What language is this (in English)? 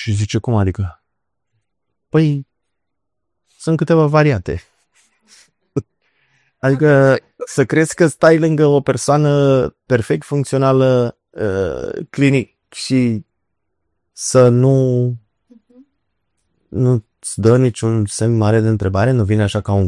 Romanian